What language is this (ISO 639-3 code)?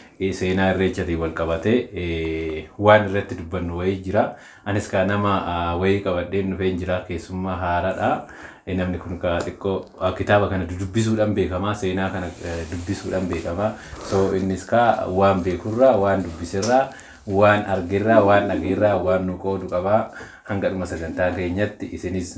orm